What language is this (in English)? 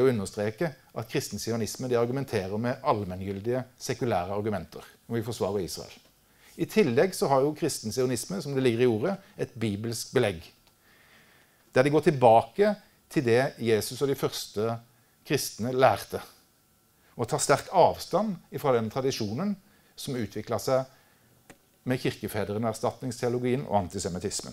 Norwegian